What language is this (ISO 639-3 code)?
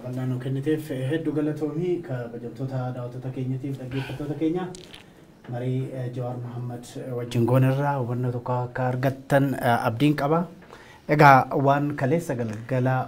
orm